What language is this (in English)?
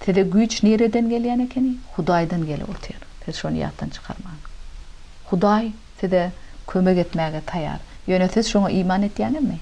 Turkmen